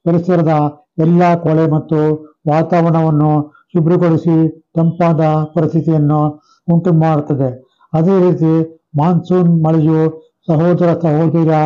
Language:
Kannada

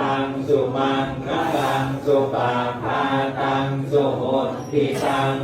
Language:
Pali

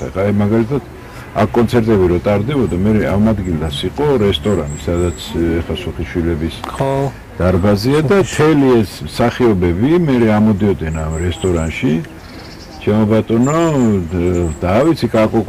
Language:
Georgian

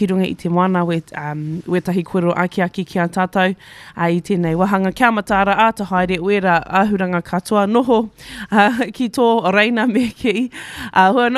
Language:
Māori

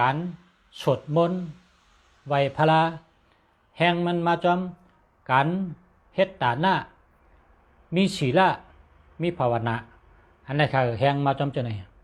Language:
Shan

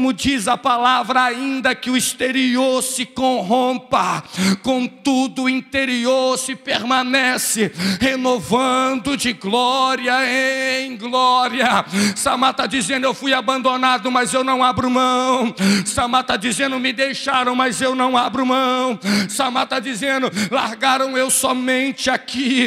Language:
Portuguese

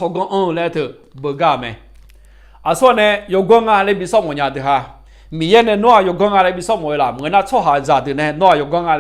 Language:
Akha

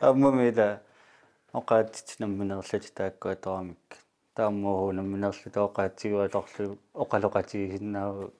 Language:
Kalaallisut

